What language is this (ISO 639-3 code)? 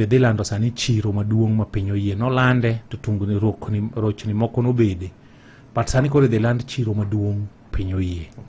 luo